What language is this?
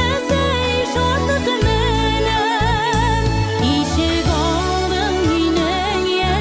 Bashkir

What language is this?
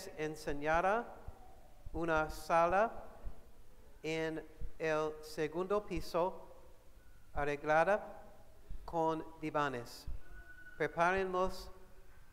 Spanish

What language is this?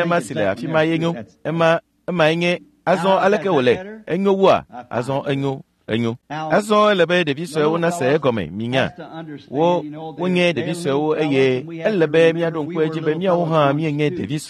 Ewe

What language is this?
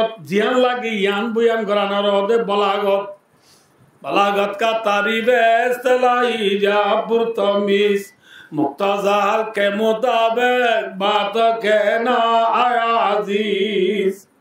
Rohingya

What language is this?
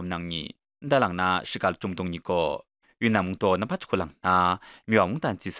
Kachin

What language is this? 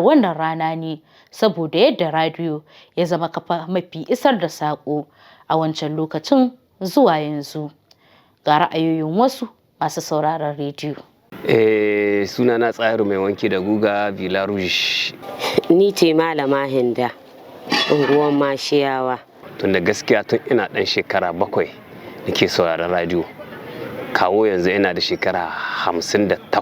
Hausa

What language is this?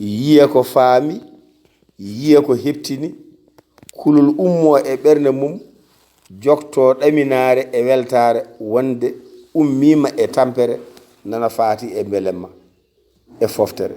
Fula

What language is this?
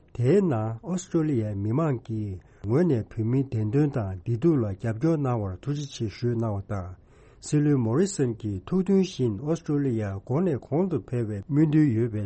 Tibetan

